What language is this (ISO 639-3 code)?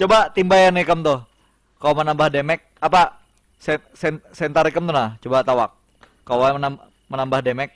bjn